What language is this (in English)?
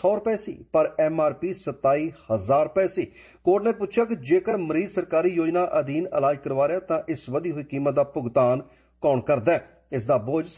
Punjabi